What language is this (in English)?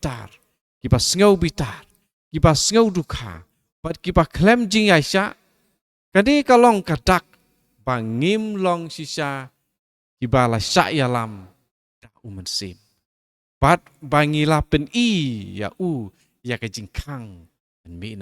Khasi